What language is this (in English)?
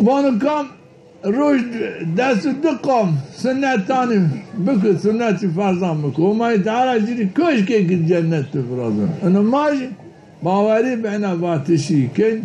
Zaza